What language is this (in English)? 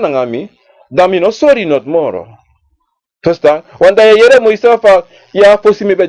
Sranan Tongo